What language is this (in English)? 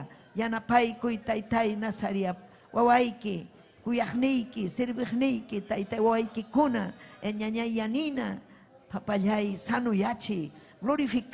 Ayacucho Quechua